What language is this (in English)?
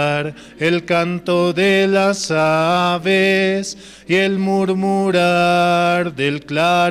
South Bolivian Quechua